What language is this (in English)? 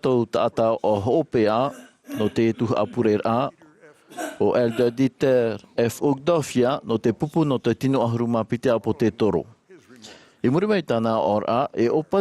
Tahitian